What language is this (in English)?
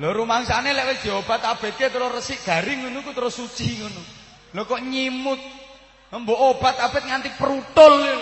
Javanese